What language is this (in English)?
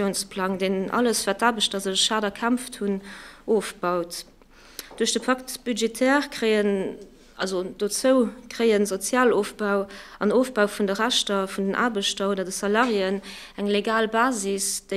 Luxembourgish